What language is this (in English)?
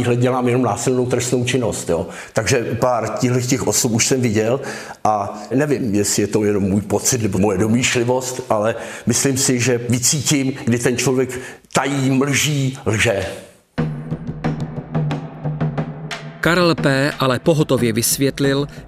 Czech